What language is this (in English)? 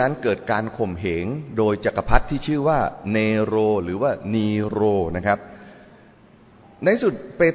Thai